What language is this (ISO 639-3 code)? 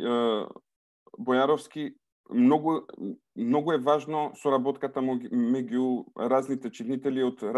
mkd